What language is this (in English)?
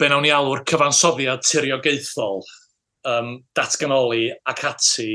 Welsh